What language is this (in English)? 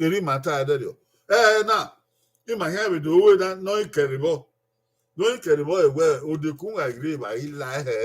Bini